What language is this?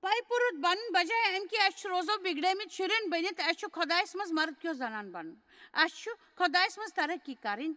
Kashmiri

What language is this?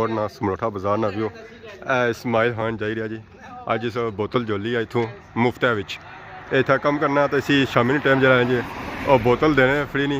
Pahari-Potwari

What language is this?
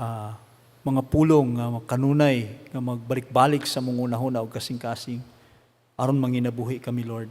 Cebuano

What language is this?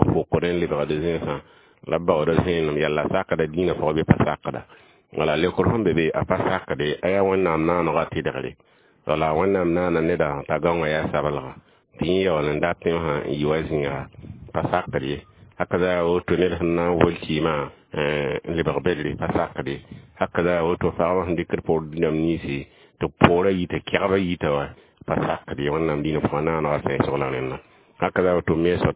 Mossi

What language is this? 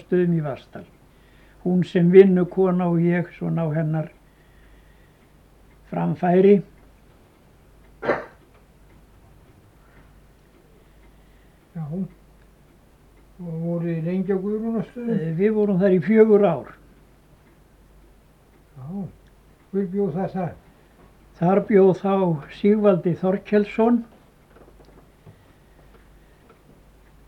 Icelandic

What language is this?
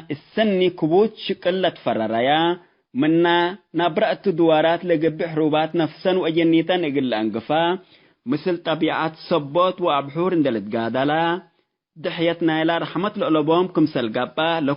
Tigre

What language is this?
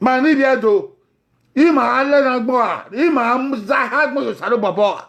Bini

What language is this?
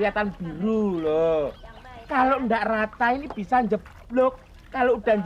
Betawi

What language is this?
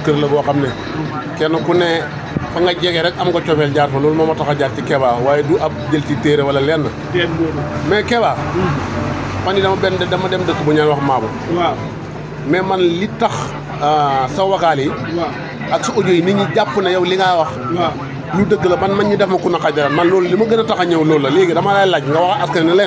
Wolof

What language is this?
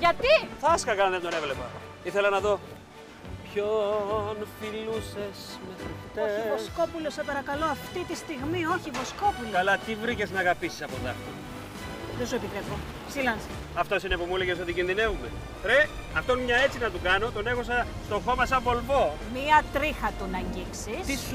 Greek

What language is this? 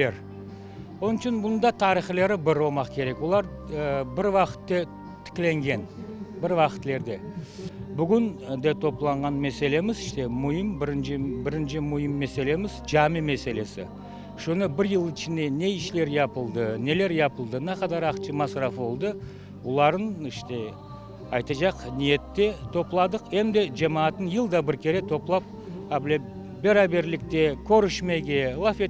Crimean Tatar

